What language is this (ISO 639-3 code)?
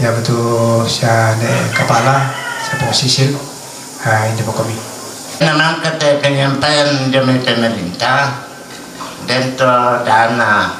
sda